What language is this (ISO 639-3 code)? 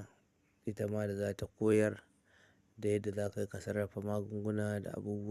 hau